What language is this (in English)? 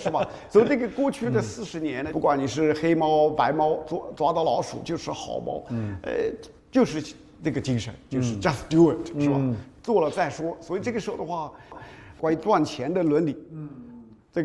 Chinese